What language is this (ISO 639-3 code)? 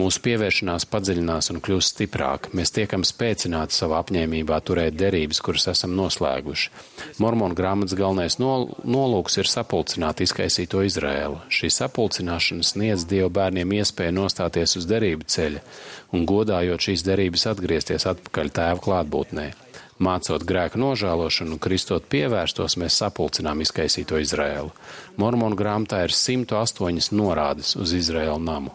lav